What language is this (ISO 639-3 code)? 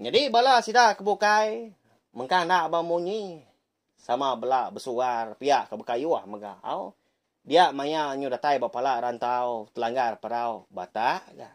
iba